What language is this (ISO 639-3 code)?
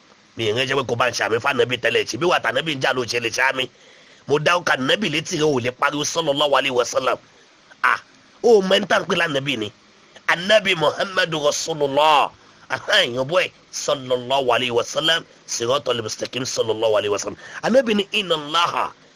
yor